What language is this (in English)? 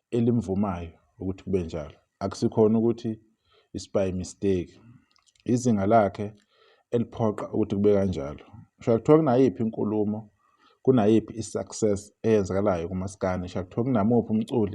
Zulu